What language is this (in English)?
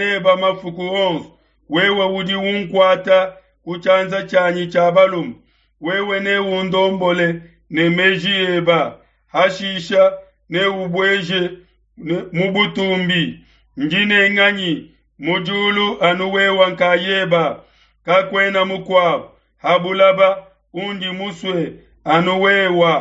Luba-Lulua